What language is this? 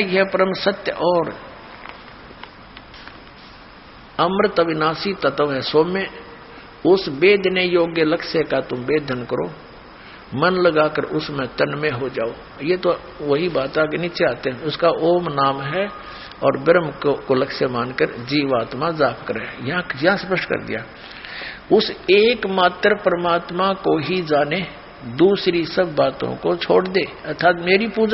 Hindi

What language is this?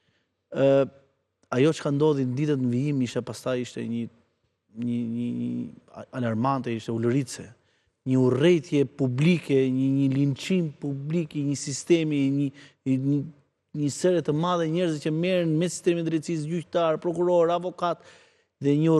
Albanian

